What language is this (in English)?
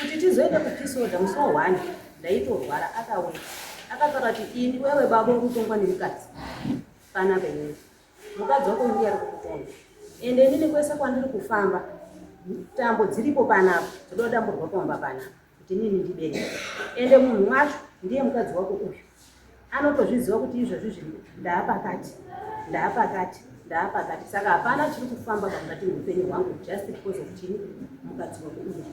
Shona